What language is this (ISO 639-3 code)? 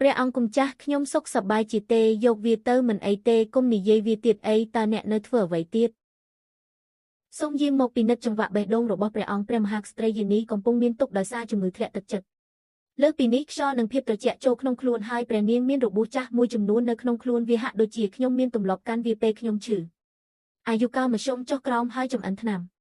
khm